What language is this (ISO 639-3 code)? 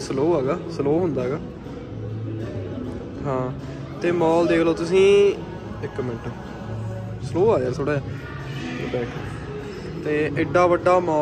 pan